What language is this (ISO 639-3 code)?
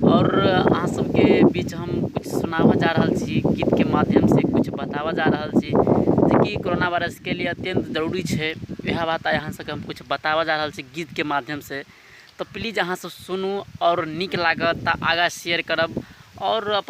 mai